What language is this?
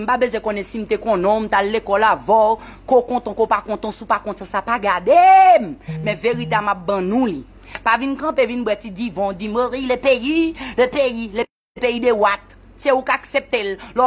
Haitian Creole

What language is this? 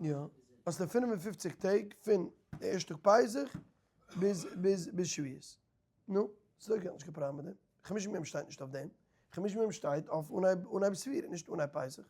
Yiddish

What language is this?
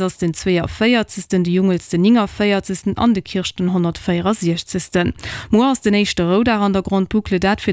Luxembourgish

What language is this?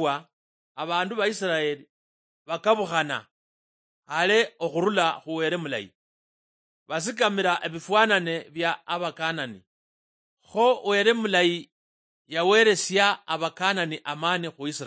Luyia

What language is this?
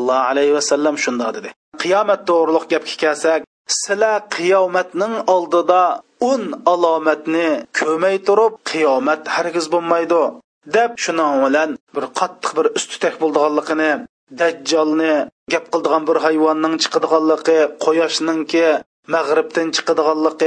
Uyghur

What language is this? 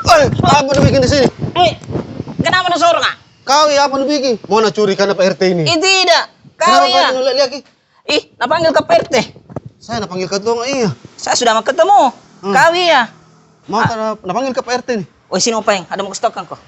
Makassar Malay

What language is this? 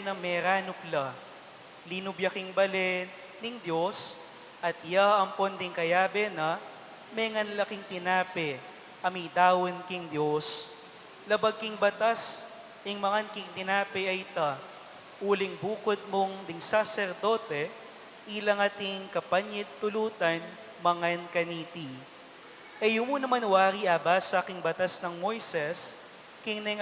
Pampanga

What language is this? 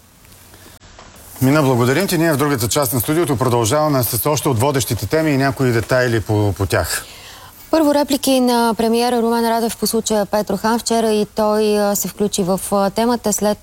Bulgarian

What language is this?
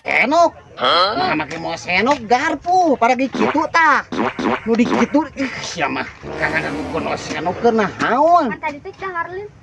Sundanese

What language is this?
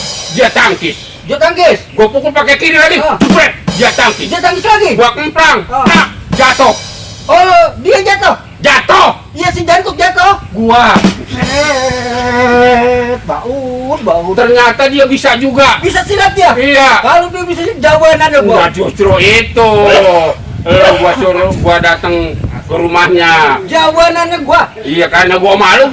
Betawi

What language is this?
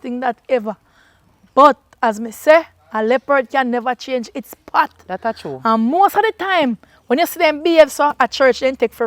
Jamaican Creole English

